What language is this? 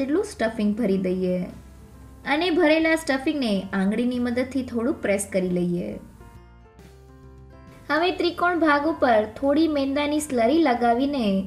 Gujarati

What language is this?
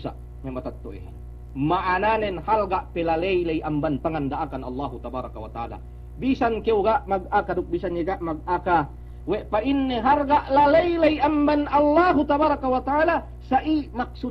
Yakan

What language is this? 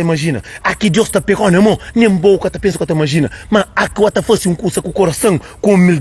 Kabuverdianu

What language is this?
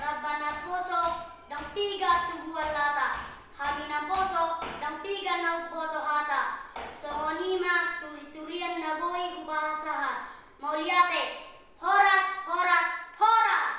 Batak Toba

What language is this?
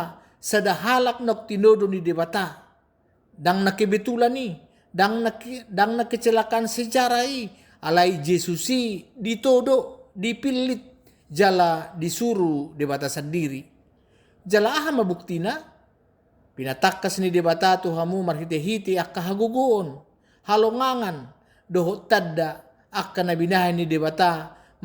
Batak Toba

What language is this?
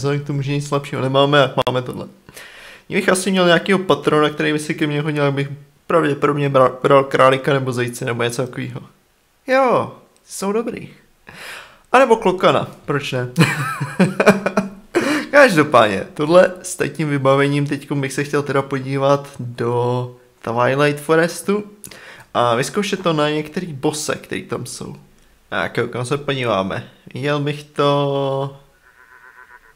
Czech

